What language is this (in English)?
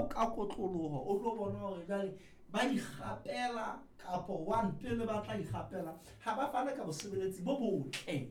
Southern Sotho